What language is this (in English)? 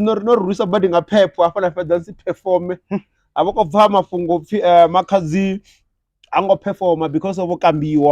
Venda